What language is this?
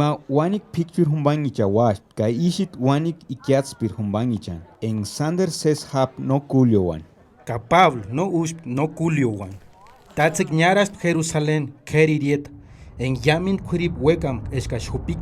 Purepecha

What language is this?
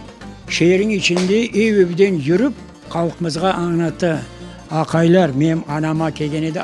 Crimean Tatar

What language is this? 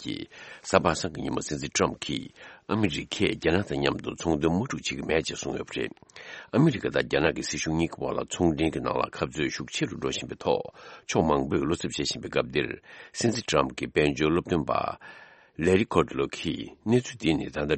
Tibetan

